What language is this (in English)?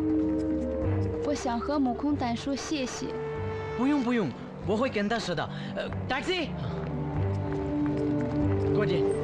Malayalam